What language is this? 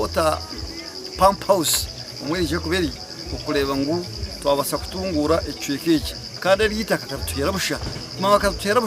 Nyankole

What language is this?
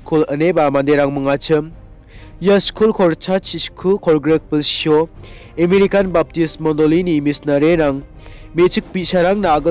Garo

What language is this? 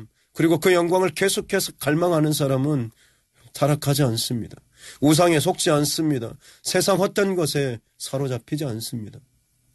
Korean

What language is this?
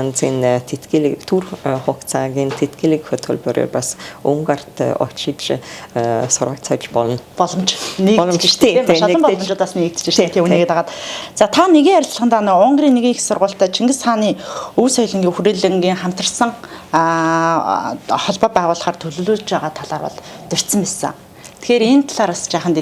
Mongolian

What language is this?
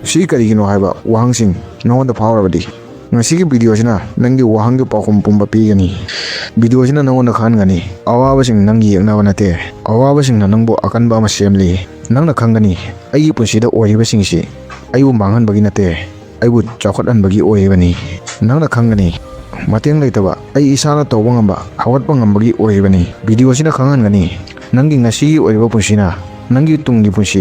Manipuri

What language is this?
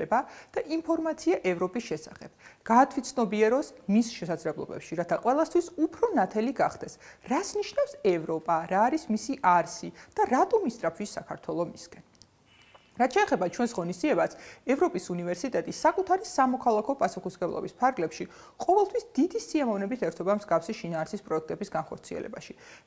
Georgian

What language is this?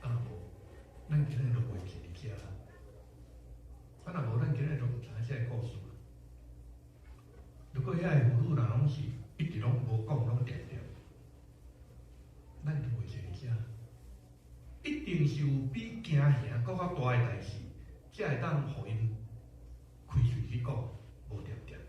Min Nan Chinese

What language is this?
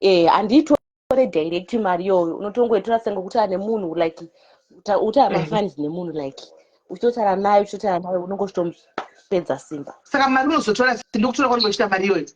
Shona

